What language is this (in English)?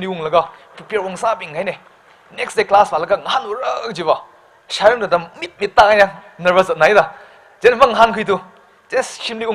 Tangkhul Naga (India)